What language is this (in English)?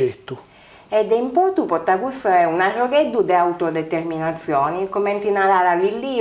Sardinian